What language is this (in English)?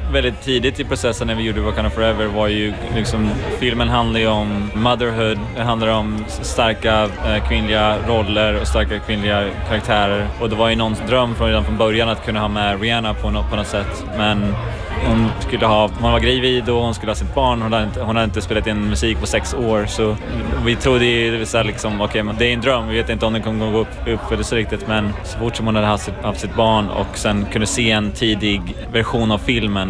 Swedish